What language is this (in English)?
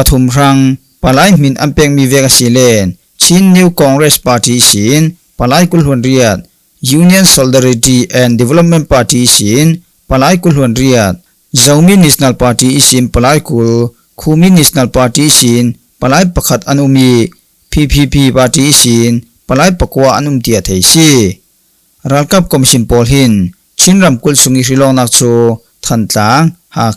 Falam Chin